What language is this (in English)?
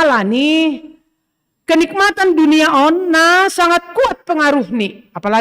Batak Simalungun